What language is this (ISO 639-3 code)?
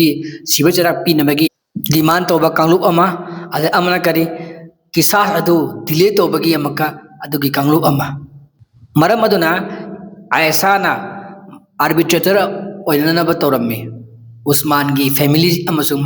mni